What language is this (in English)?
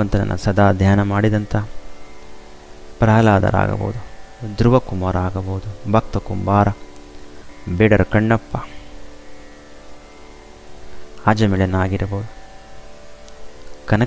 Kannada